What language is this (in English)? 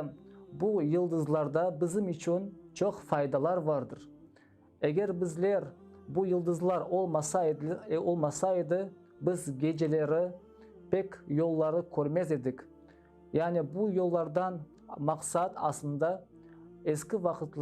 Crimean Tatar